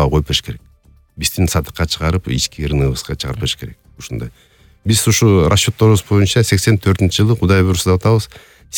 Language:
Kyrgyz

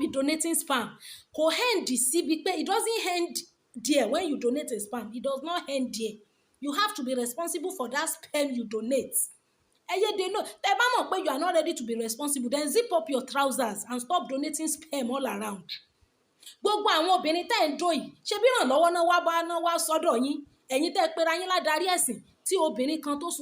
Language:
Yoruba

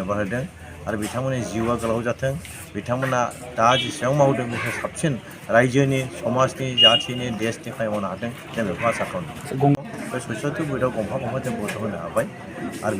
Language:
Bodo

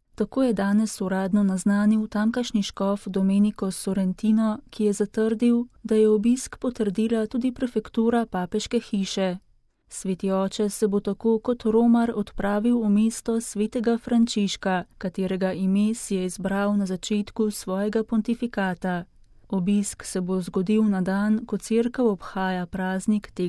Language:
Slovenian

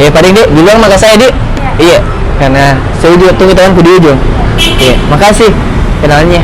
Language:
Makassar Malay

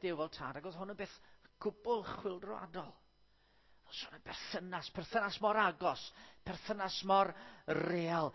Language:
Welsh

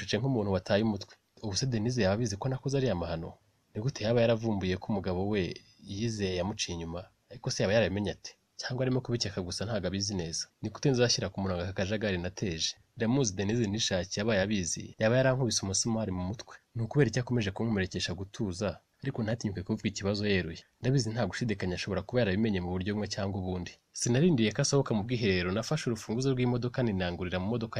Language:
Kinyarwanda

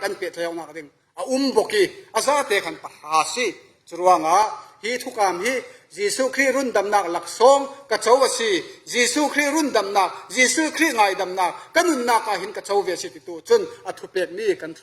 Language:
Falam Chin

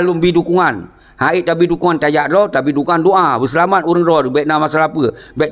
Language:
Achinese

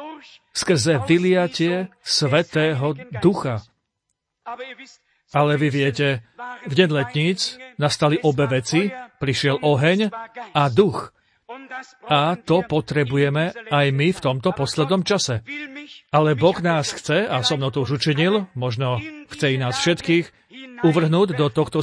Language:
Slovak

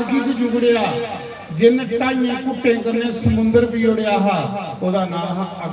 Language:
Dogri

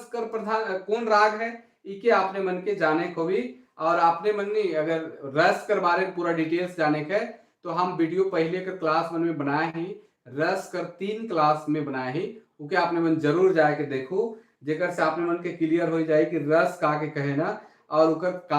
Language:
Sadri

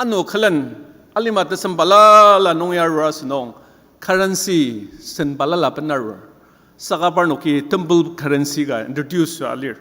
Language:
Ao Naga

